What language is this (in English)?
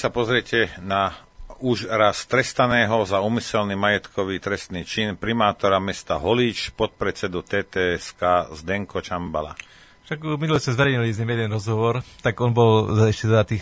Slovak